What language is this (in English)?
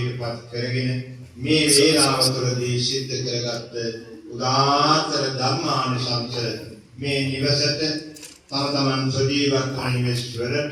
Sinhala